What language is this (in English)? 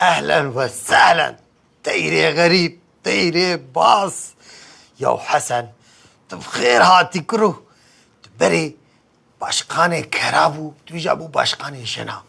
Kurdish